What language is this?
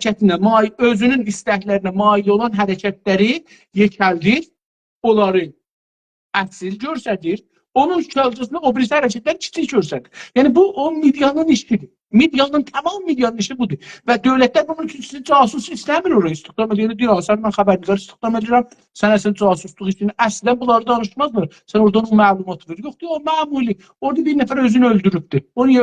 South Azerbaijani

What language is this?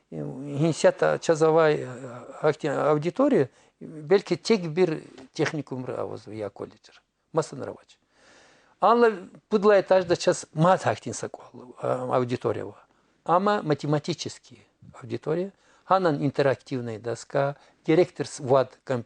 Lezghian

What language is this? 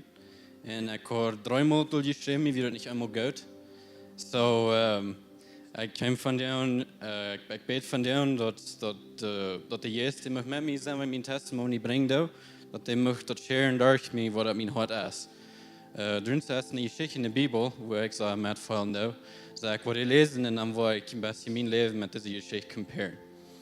Plautdietsch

